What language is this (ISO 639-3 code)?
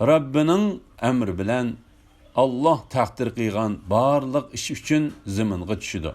uig